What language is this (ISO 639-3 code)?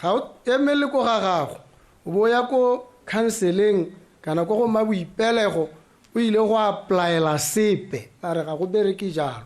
tsn